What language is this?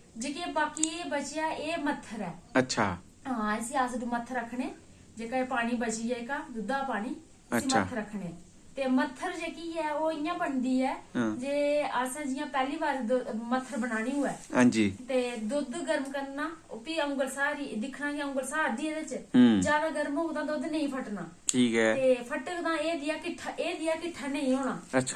Dogri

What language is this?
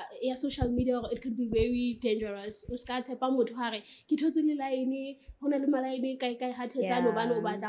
Southern Sotho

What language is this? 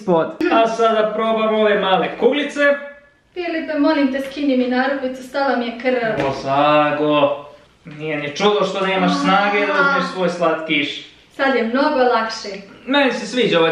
Croatian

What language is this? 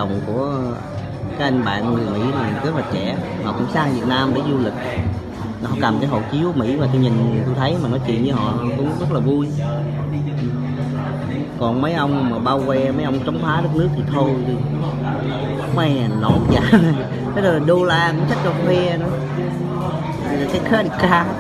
Vietnamese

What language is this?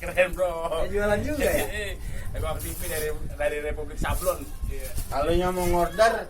Betawi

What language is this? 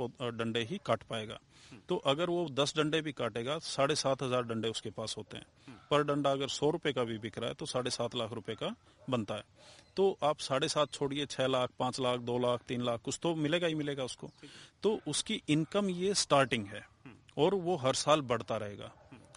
Hindi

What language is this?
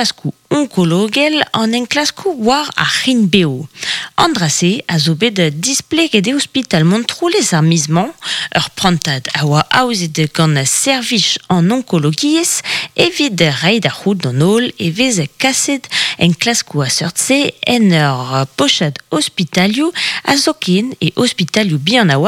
Breton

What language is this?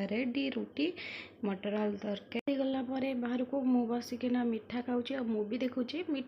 Odia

